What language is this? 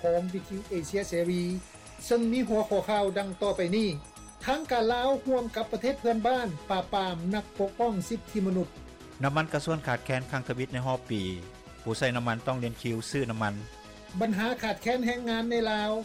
Lao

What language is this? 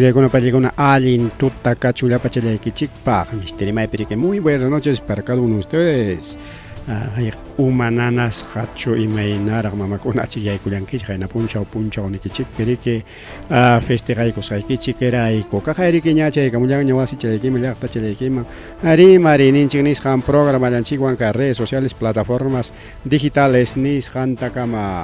Ayacucho Quechua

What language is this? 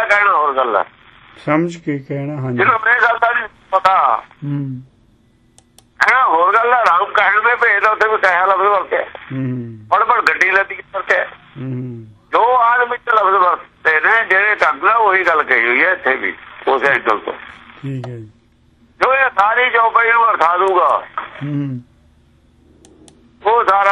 Punjabi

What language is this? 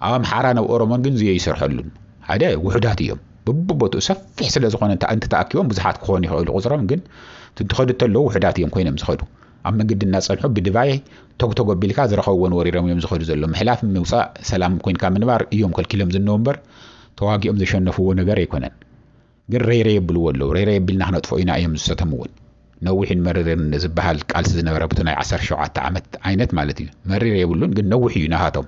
Tigrinya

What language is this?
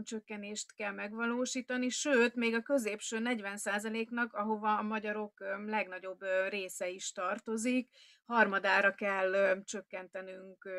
Hungarian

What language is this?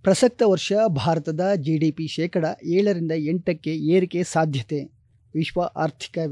Kannada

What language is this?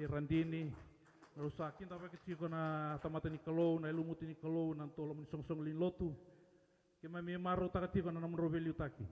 Fijian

